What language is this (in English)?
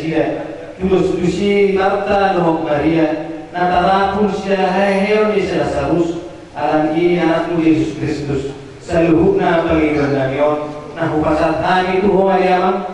Batak Toba